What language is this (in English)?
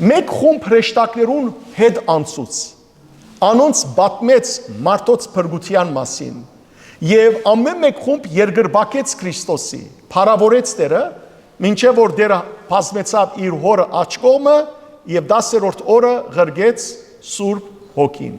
Western Armenian